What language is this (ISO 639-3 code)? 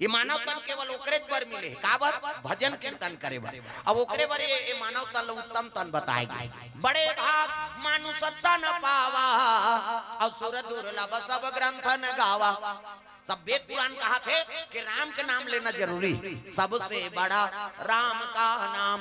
hne